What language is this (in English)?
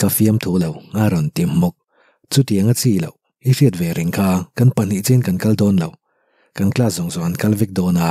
Mizo